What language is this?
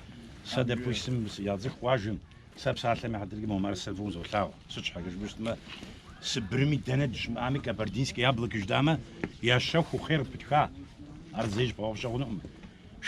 Kabardian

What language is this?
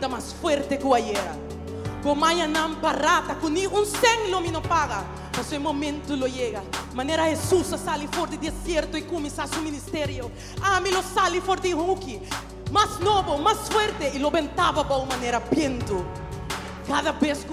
Papiamento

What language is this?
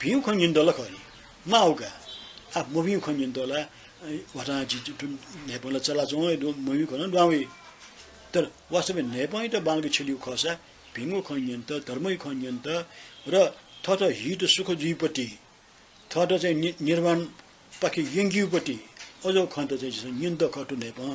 Newari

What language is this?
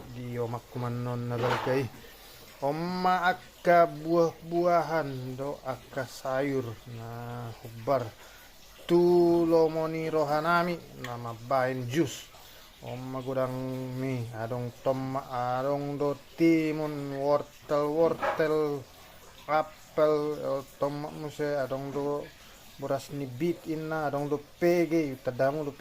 Batak Toba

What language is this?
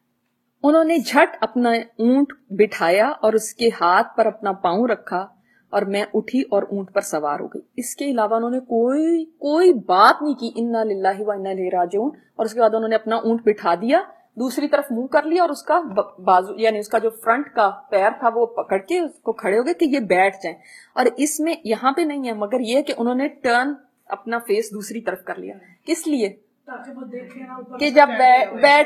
Urdu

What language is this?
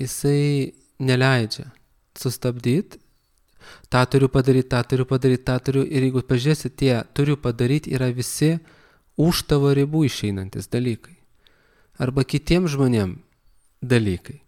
Lithuanian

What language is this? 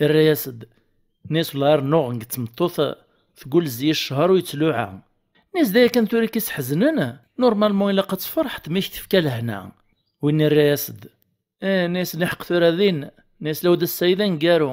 Kabyle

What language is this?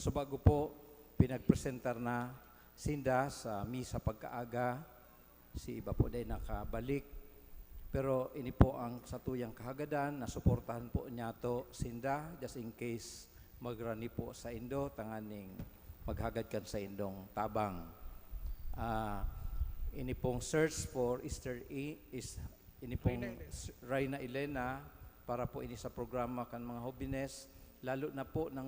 Bikol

